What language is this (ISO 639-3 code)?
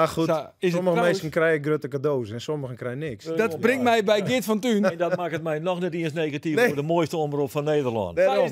fry